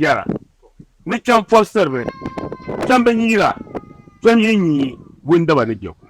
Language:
Dagbani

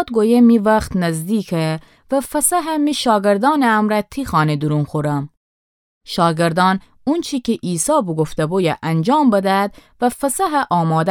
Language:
Gilaki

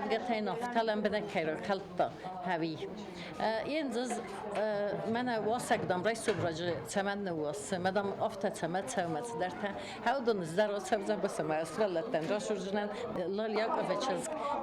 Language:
Ossetic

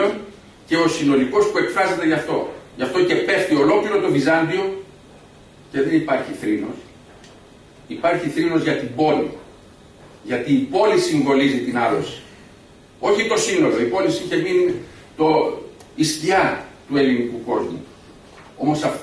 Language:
Greek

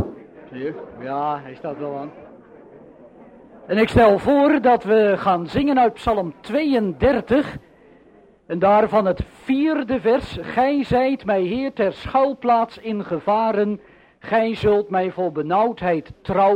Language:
Dutch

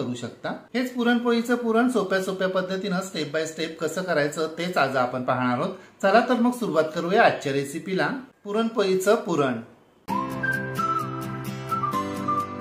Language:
Marathi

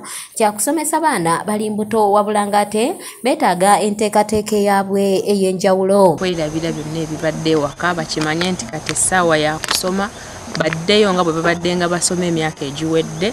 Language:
Ganda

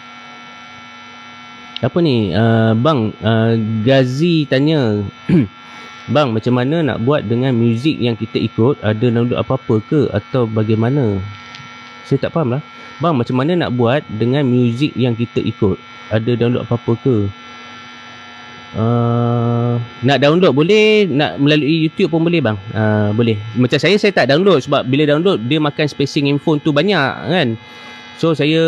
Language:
Malay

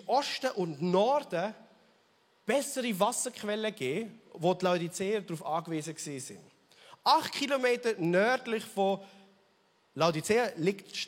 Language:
Swiss German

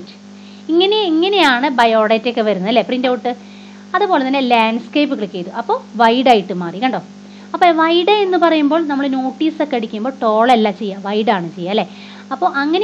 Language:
Malayalam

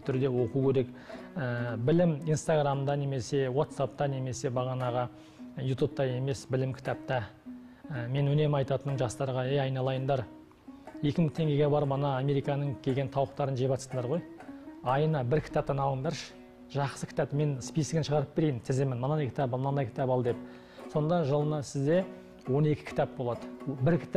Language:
Kazakh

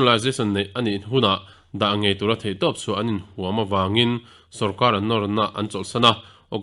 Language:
Mizo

